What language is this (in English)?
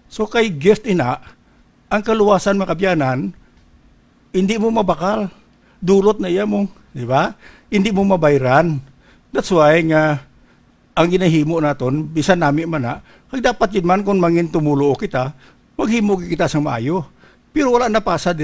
Hiligaynon